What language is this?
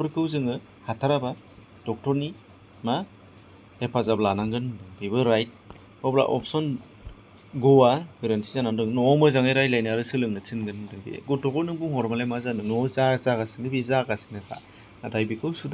Bodo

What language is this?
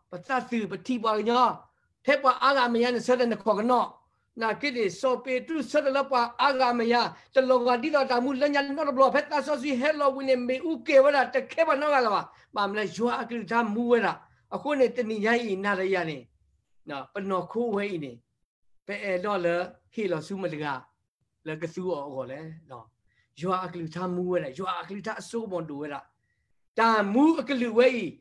S'gaw Karen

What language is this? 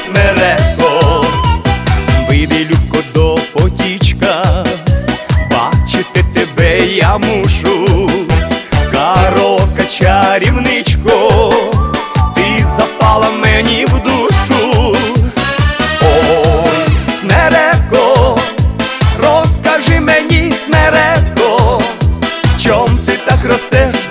Ukrainian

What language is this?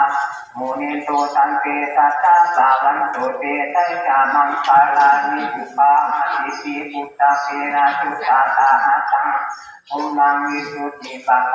Pali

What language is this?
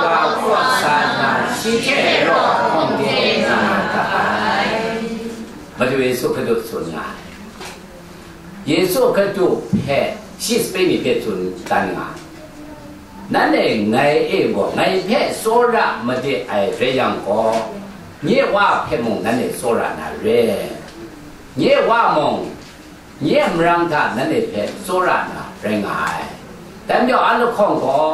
Thai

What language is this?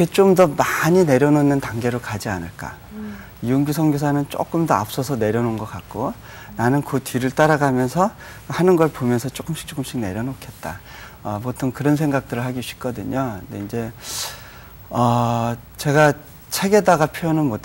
Korean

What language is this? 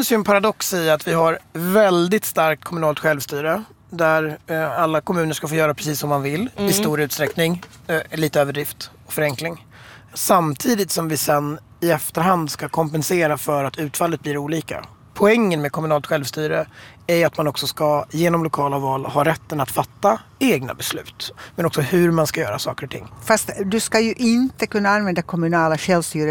Swedish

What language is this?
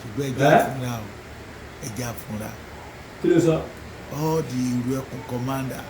Yoruba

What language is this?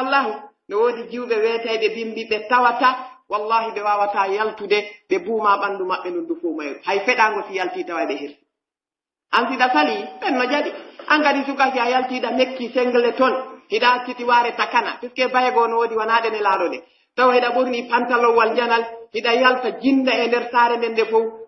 Pular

